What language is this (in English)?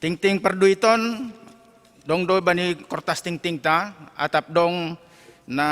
Batak Simalungun